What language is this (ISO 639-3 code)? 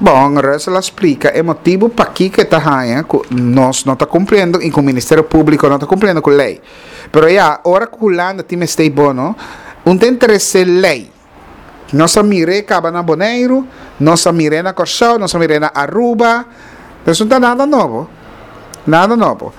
pap